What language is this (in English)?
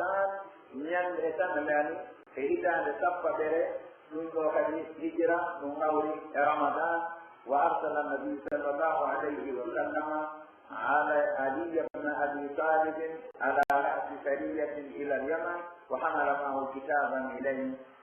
Pular